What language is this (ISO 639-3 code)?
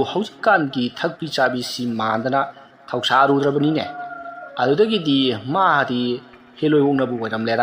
mni